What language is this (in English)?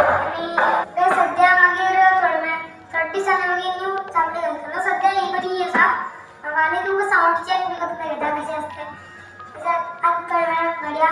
Konkani